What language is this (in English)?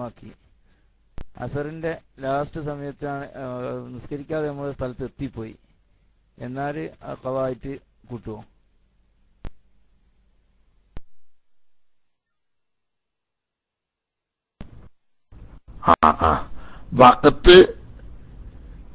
Malayalam